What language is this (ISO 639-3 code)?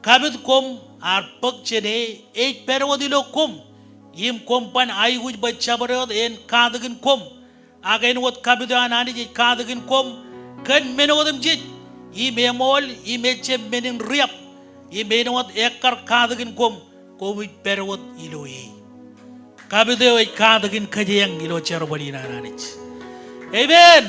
mah